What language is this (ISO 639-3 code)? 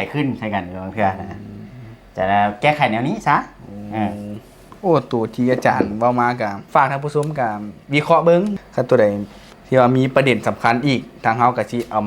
tts